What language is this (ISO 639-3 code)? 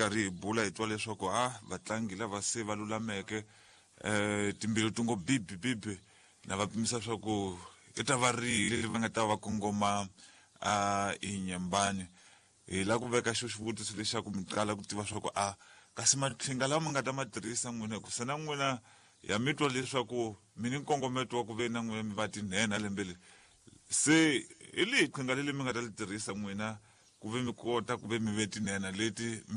tso